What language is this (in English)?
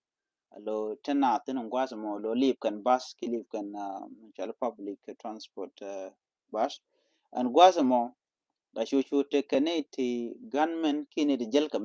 Nuer